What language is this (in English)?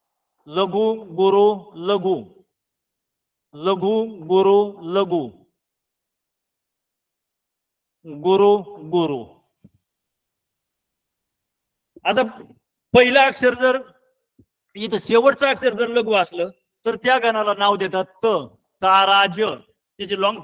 Marathi